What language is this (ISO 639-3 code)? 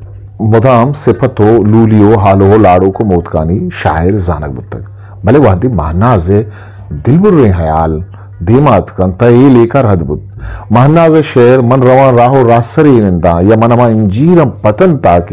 bgp